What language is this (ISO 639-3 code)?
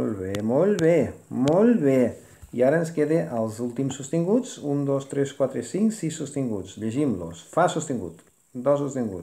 cat